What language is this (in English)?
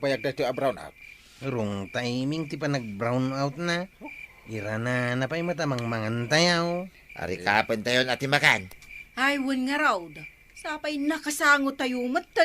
Iloko